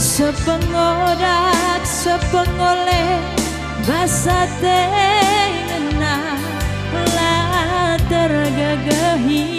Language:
Batak Karo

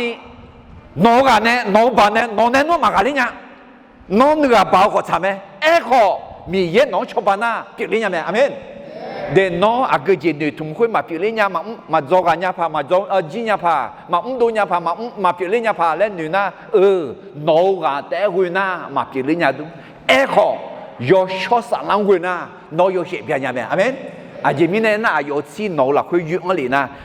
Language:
Akha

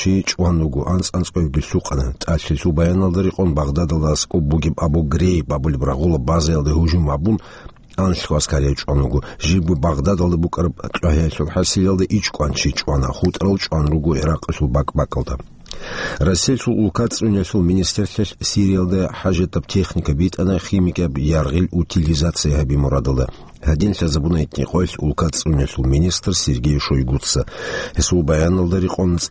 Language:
Avaric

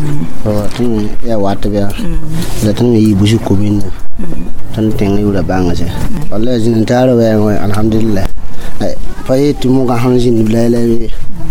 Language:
Mossi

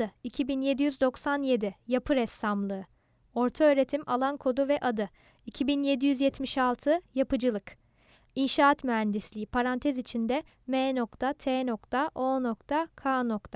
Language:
Turkish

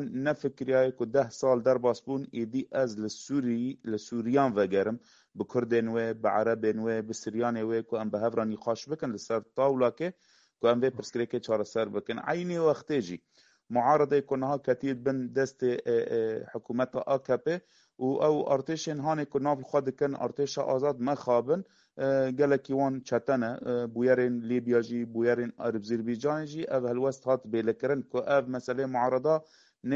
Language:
Kurdish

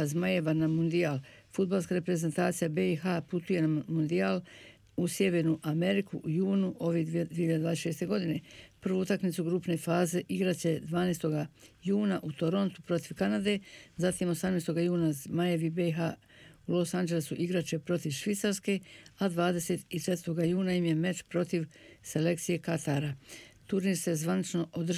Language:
Bosnian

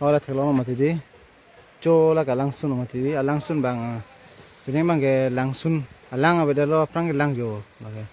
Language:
Karbi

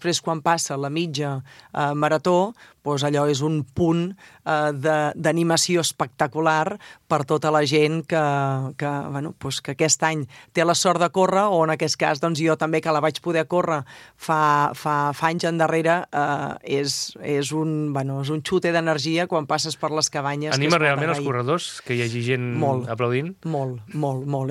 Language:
Catalan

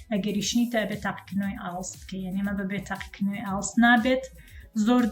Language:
Central Kurdish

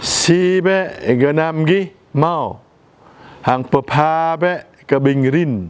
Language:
Jarai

